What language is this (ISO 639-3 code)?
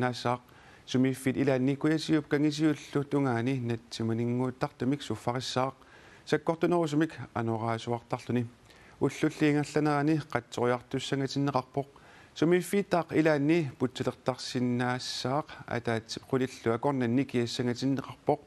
kal